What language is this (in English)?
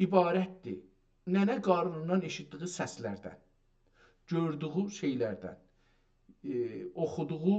South Azerbaijani